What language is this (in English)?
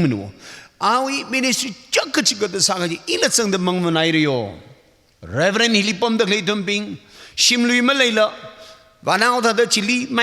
Tangkhul Naga (India)